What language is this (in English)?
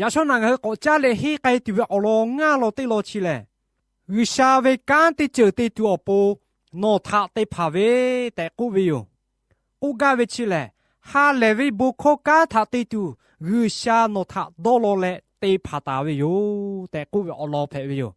Lahu